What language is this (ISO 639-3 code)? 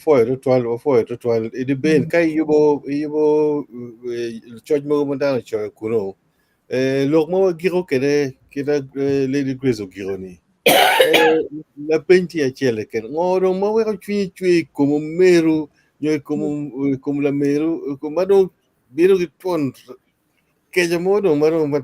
ach